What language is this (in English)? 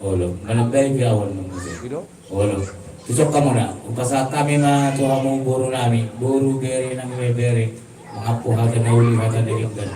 Batak Toba